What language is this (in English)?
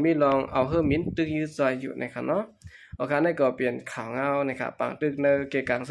Shan